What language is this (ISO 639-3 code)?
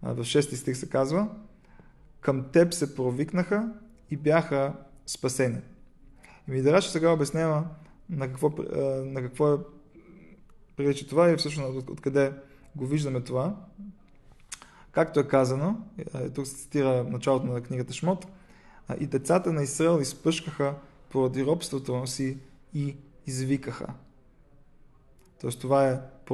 bul